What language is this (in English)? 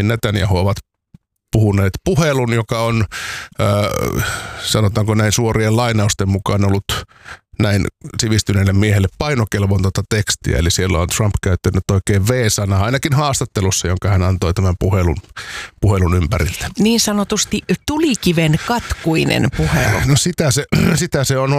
Finnish